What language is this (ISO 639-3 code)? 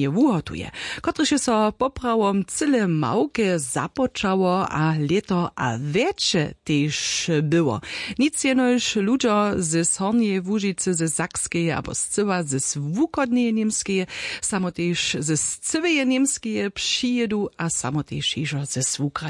hsb